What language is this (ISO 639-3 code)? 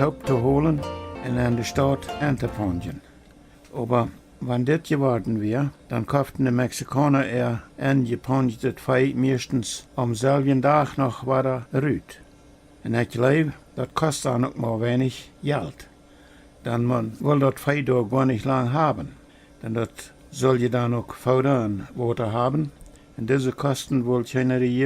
pdt